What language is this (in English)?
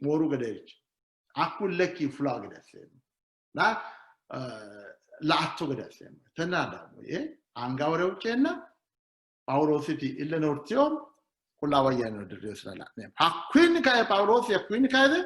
Sidamo